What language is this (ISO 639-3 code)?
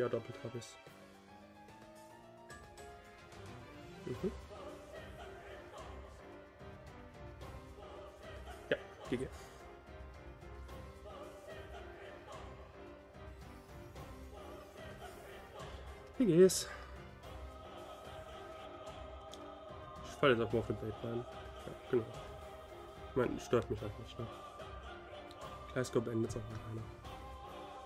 deu